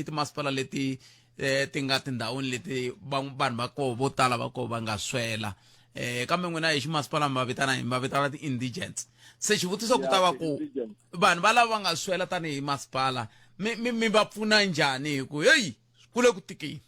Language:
Tsonga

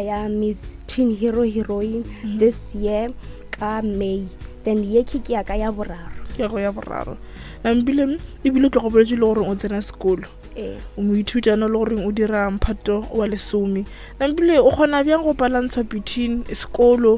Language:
Northern Sotho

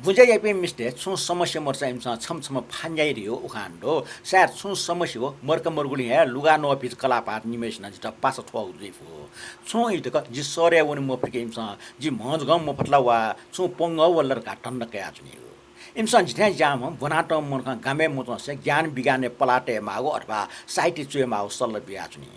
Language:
Newari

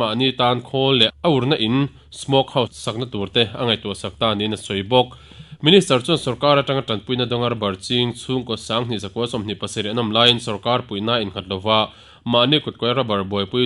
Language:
Mizo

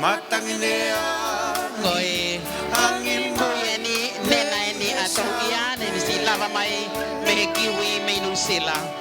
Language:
Tongan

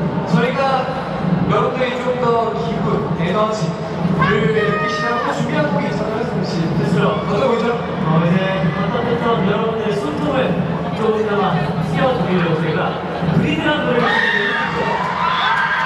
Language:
Korean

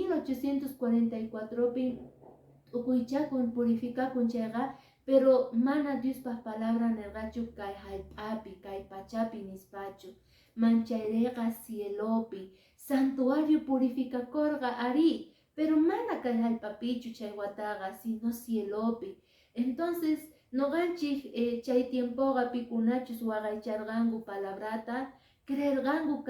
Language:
Quechua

